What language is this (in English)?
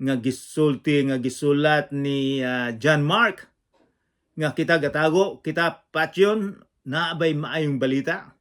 Cebuano